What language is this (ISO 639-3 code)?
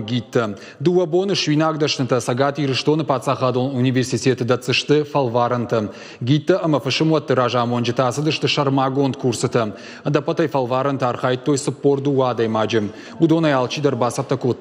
oss